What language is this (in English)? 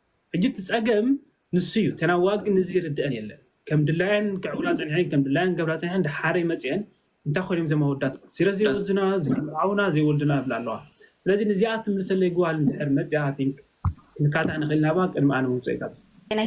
Tigrinya